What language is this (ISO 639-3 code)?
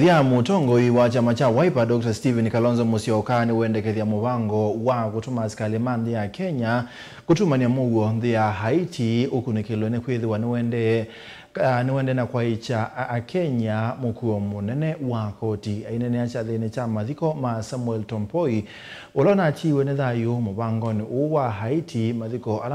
kam